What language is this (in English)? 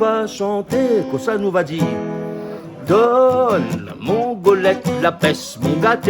Réunion Creole French